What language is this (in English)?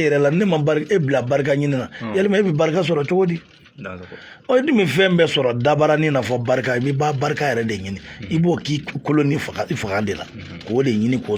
Bambara